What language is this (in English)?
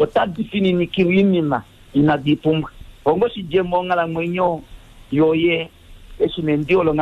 Kuanyama